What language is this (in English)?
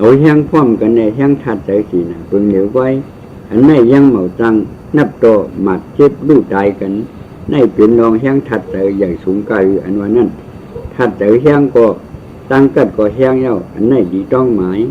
Shan